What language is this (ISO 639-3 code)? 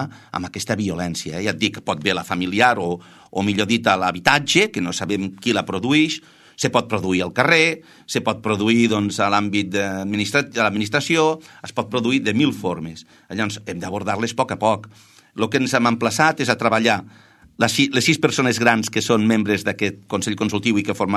cat